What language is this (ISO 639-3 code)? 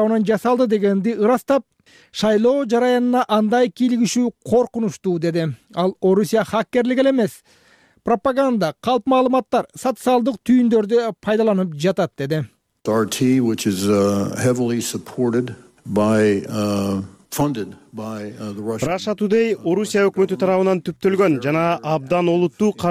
kir